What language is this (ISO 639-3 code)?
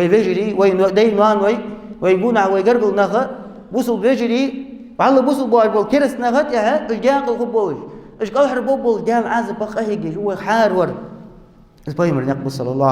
inh